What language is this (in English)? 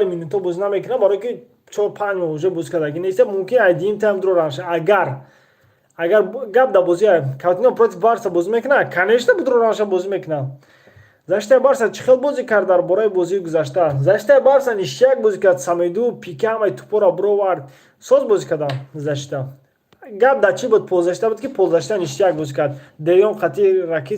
Tajik